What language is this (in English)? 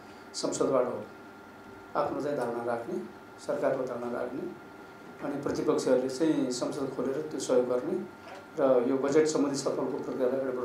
Nepali